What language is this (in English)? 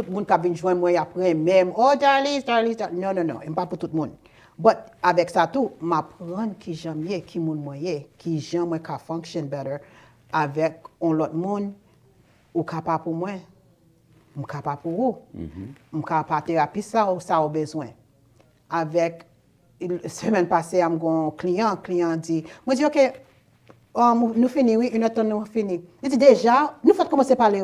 Haitian Creole